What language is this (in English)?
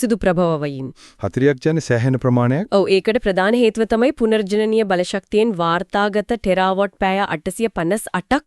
Sinhala